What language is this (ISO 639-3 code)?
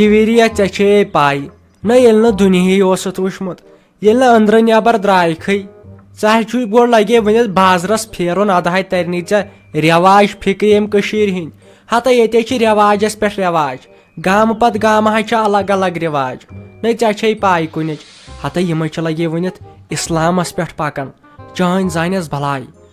kas